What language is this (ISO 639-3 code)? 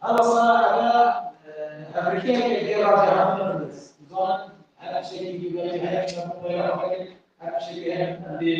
kur